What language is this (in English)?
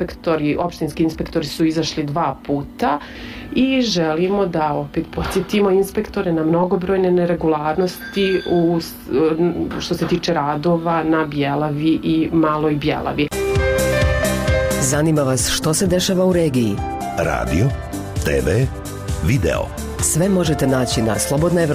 Bosnian